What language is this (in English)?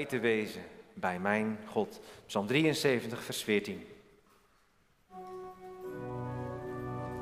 Dutch